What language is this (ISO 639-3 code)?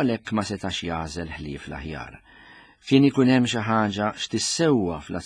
mlt